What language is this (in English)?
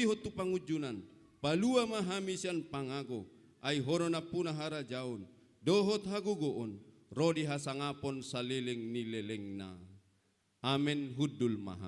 Batak Toba